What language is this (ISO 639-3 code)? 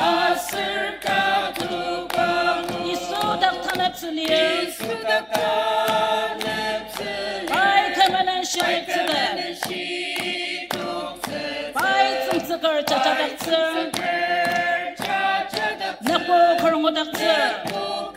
njo